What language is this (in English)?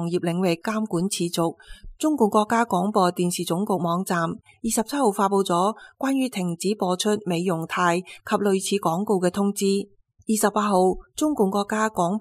Cantonese